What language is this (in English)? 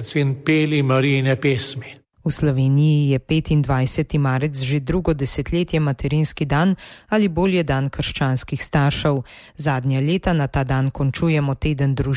Slovenian